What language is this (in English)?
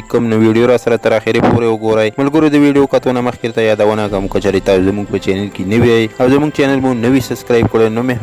Pashto